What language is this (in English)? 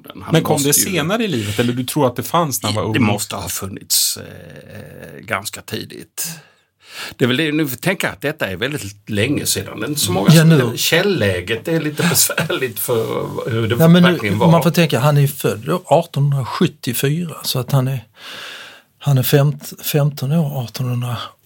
Swedish